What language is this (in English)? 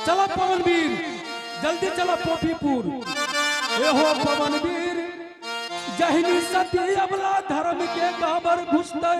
Angika